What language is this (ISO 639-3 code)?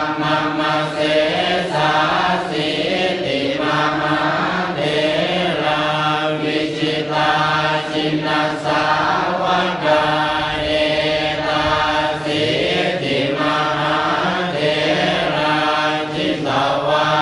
pli